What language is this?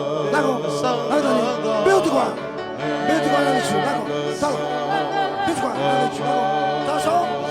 Fijian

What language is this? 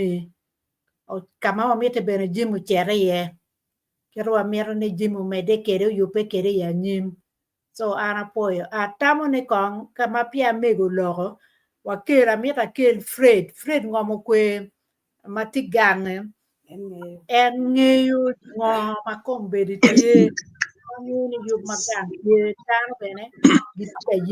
Acoli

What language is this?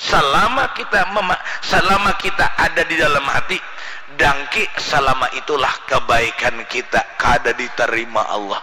Banjar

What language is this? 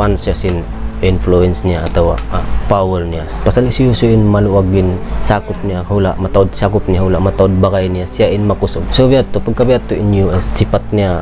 Tausug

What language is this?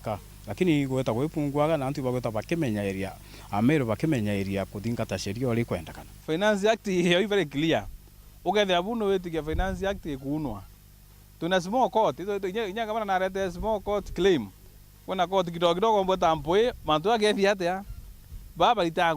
Meru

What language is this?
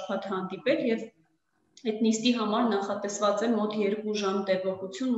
Armenian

